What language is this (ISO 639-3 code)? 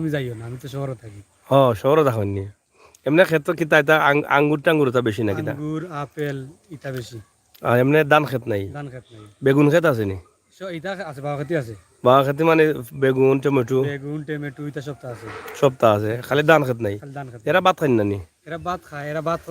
syl